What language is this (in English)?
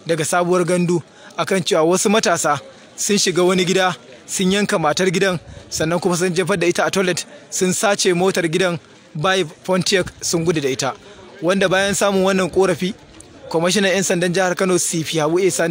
Hausa